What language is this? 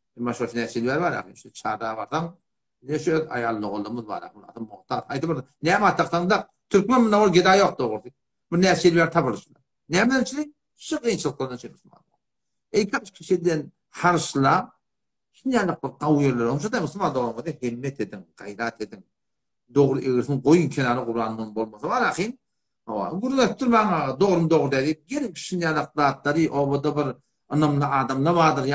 Turkmen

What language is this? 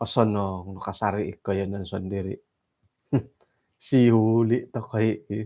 Central Dusun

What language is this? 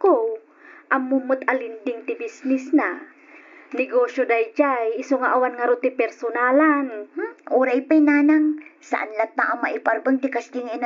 Iloko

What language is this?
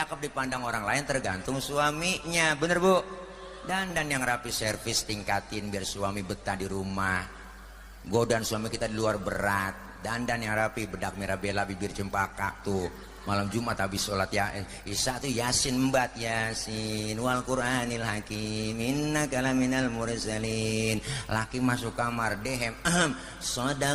Betawi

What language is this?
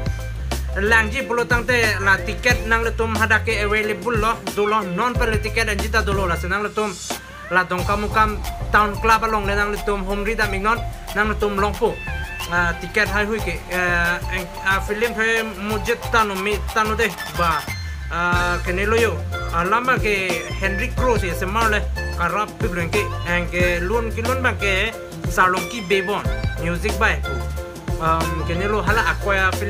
Karbi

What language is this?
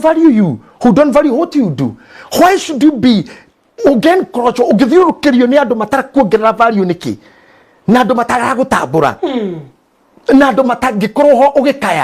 Kikuyu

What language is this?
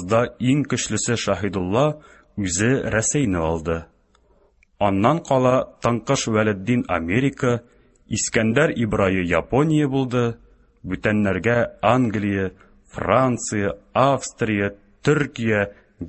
Tatar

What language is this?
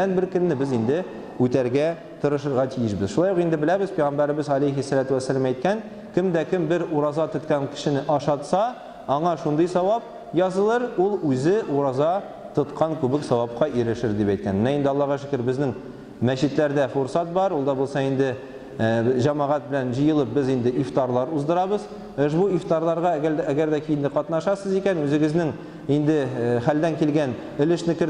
Tatar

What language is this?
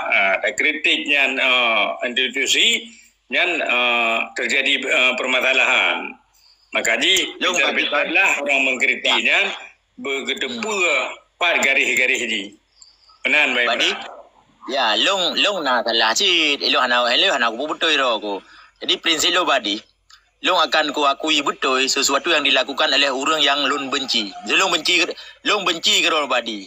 Achinese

